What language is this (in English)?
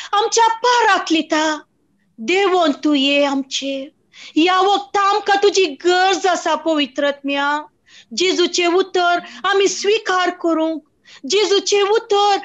Konkani